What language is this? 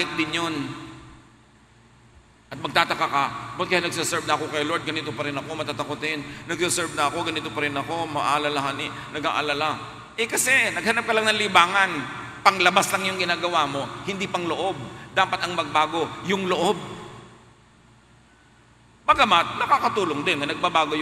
Filipino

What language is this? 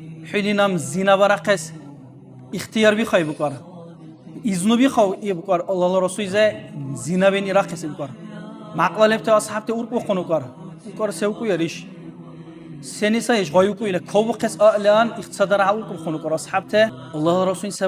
Dargwa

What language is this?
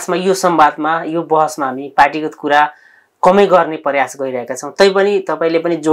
Nepali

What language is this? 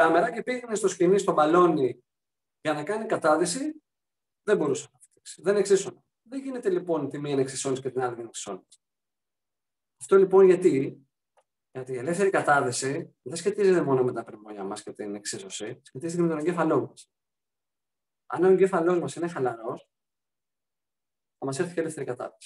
Greek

